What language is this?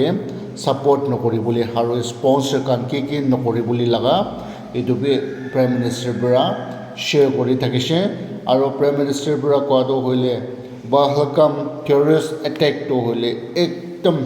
Naga Pidgin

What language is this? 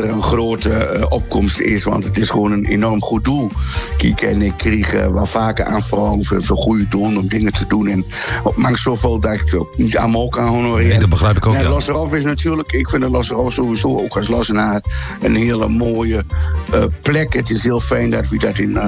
Dutch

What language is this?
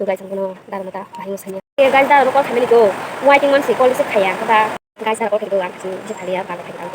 Kok Borok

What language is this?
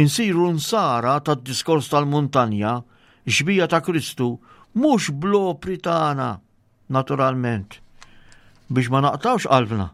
Maltese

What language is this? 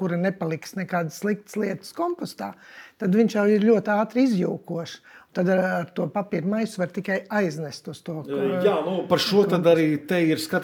Latvian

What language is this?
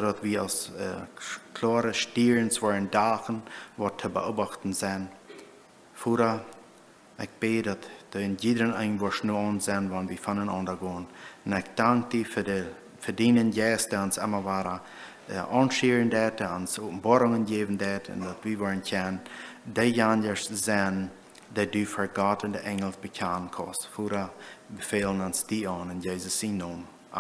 Plautdietsch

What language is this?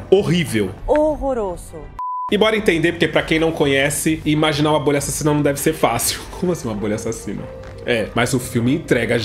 Portuguese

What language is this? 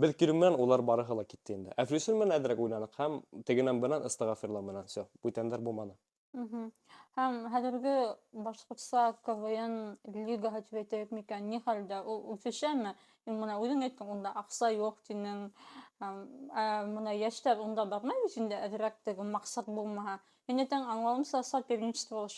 Bashkir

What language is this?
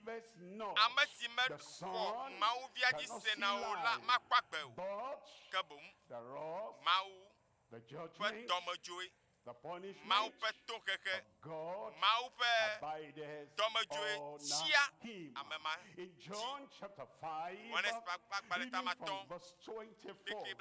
Ewe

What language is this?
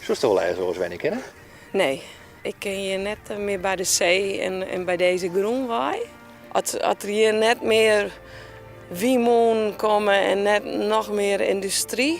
Western Frisian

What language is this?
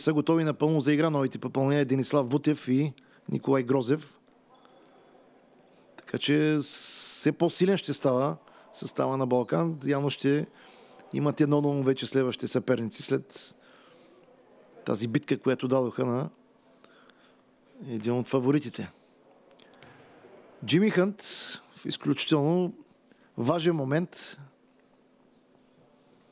Bulgarian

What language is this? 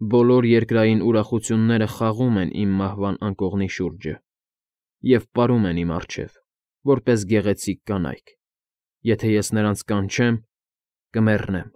Armenian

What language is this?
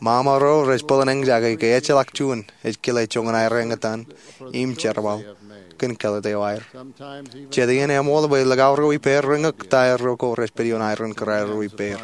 Marshallese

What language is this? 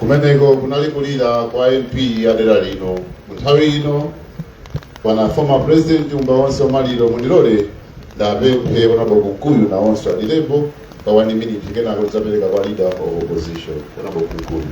Nyanja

